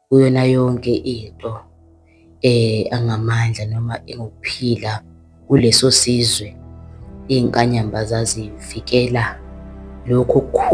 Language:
Zulu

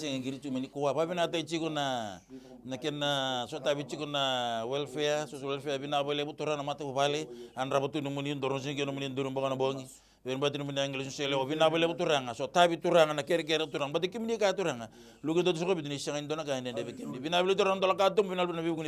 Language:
Fijian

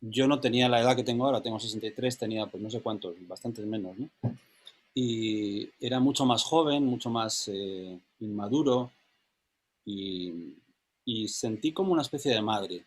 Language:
Ladino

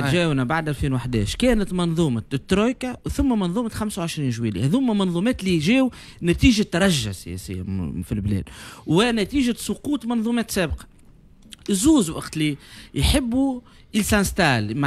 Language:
Tunisian Arabic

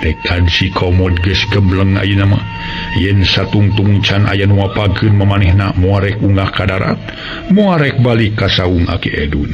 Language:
Sundanese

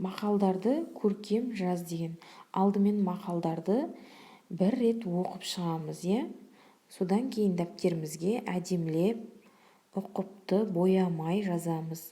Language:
Kazakh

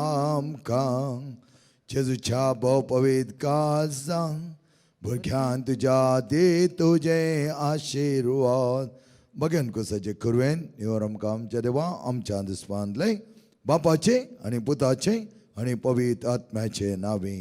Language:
Konkani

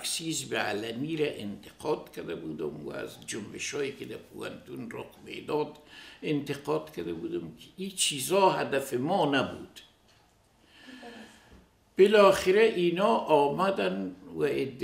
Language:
Persian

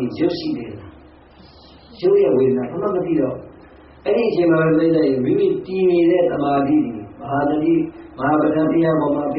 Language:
Burmese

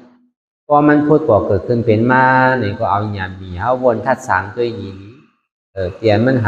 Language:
Shan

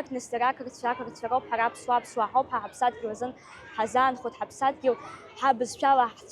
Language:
Abkhazian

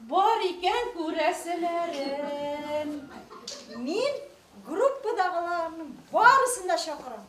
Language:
Bashkir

